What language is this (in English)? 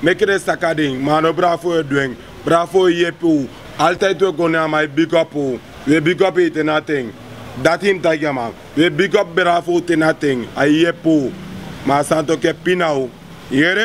Sranan Tongo